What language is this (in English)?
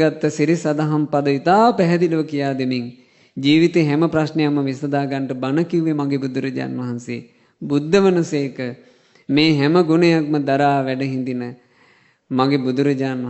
Sinhala